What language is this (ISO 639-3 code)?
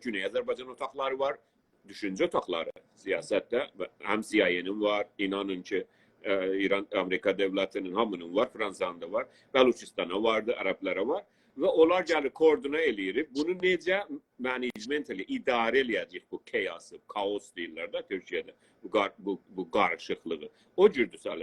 azb